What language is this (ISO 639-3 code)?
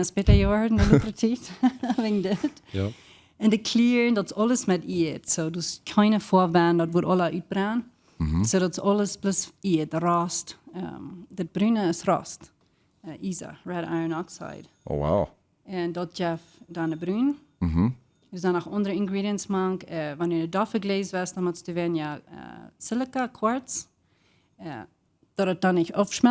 pdt